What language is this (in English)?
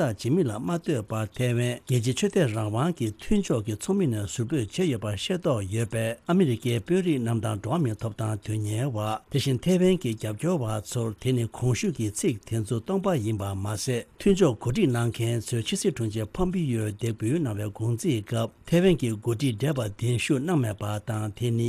Tibetan